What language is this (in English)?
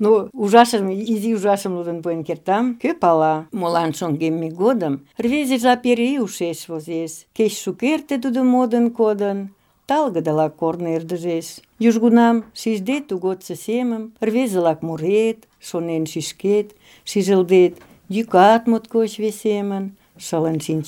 Mari